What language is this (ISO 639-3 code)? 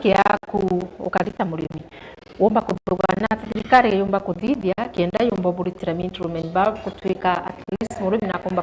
mer